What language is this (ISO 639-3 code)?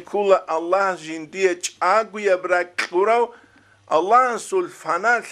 ava